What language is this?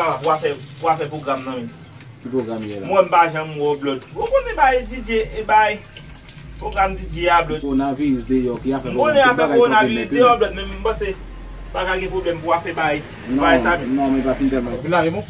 Haitian Creole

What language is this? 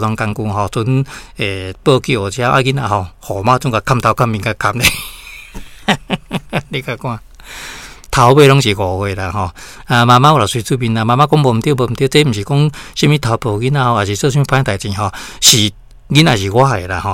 Min Nan Chinese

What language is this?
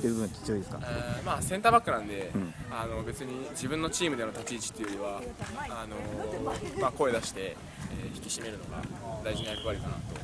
Japanese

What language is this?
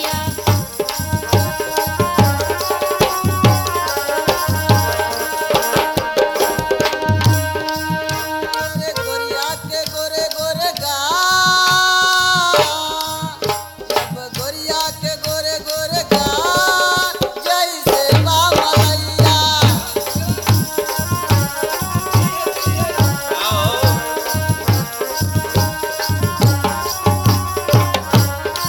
Bhojpuri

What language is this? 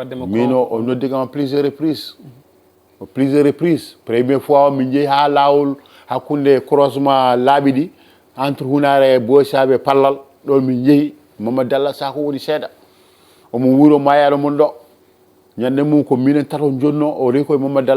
Fula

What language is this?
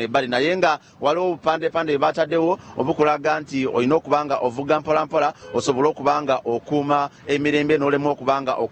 Ganda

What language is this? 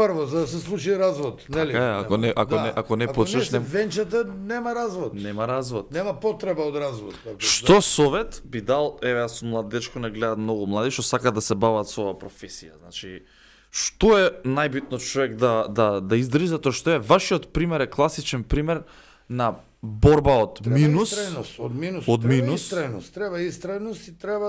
Macedonian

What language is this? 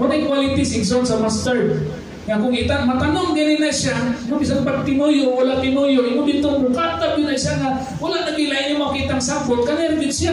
Cebuano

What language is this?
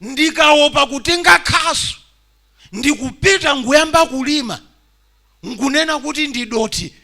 Nyanja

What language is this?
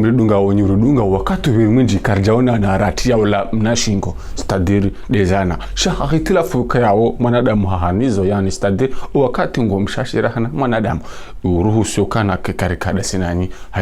Ngazidja Comorian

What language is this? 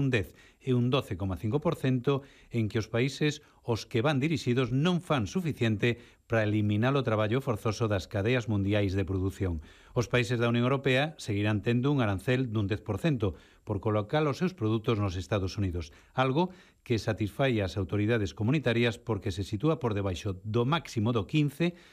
Galician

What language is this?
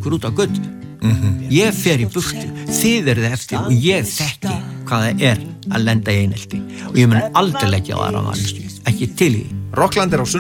Icelandic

